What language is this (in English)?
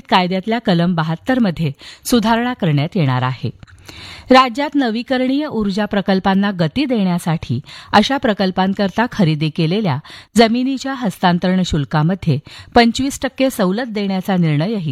Marathi